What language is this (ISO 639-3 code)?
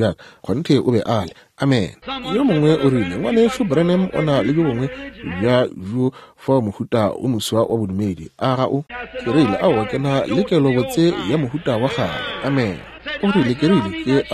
nso